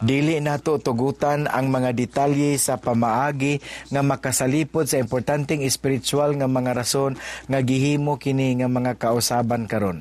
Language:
Cebuano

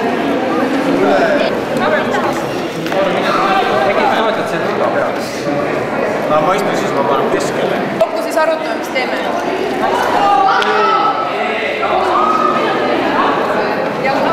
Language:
Estonian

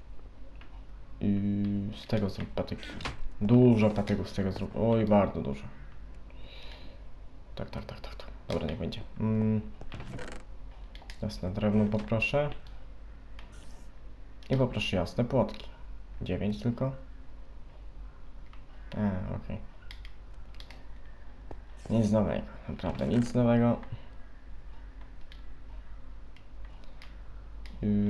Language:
Polish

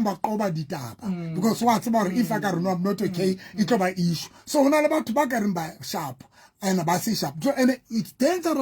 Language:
Southern Sotho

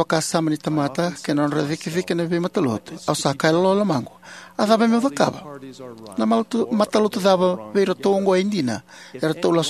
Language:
Fijian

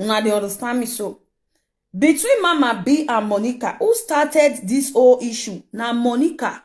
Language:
Nigerian Pidgin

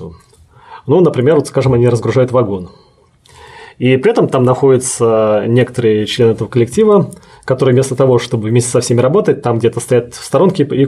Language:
Russian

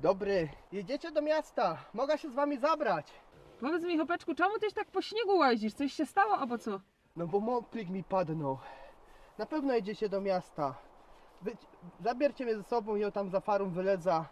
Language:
Silesian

